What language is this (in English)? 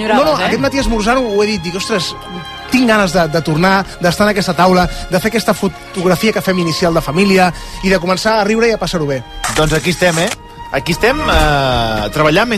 Catalan